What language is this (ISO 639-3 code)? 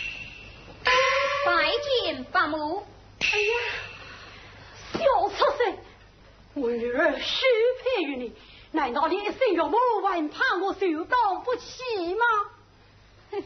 wuu